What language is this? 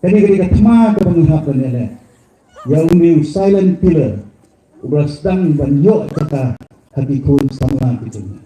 Khasi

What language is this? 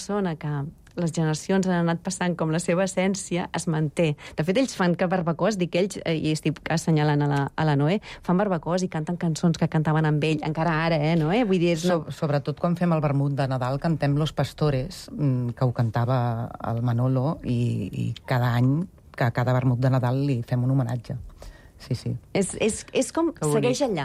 Catalan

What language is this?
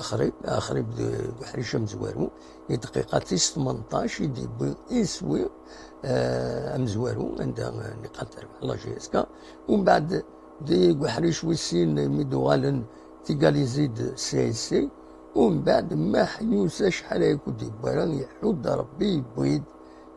Kabyle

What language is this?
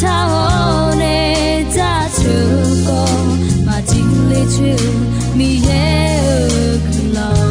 Akha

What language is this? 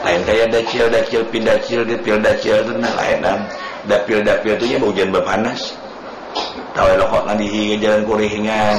Banjar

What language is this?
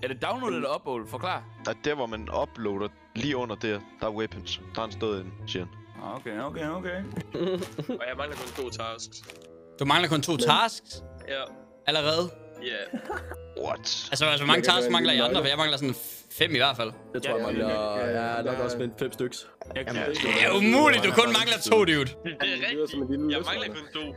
Danish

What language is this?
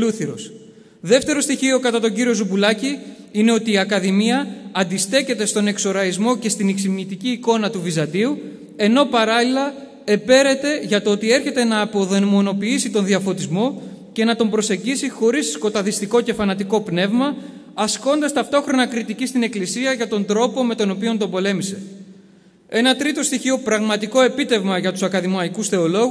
Greek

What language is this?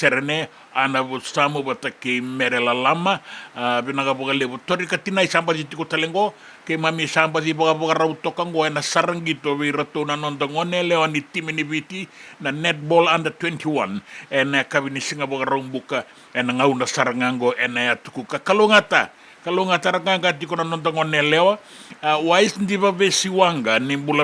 Fijian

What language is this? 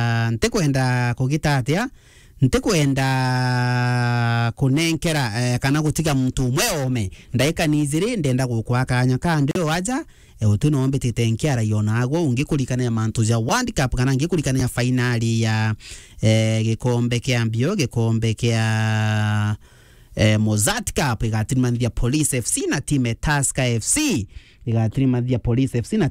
Meru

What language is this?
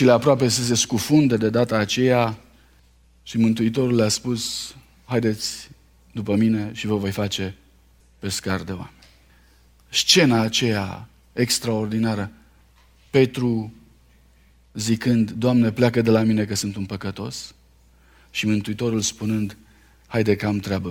Romanian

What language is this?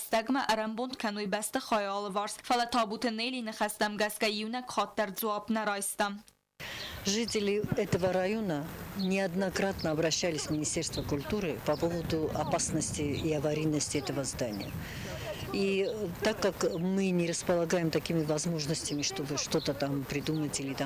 Ossetic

